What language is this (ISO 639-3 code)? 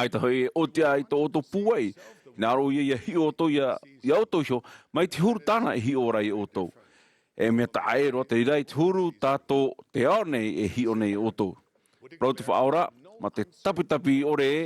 tah